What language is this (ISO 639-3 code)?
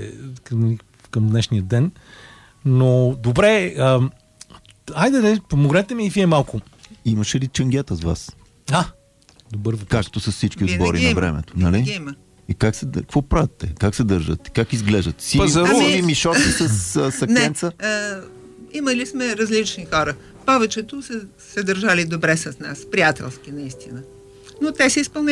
bul